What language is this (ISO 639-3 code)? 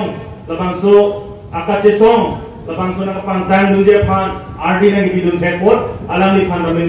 mjw